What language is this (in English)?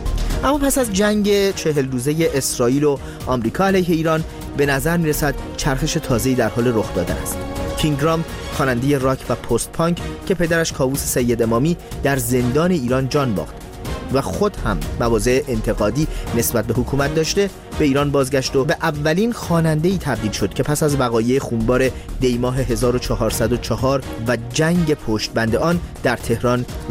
Persian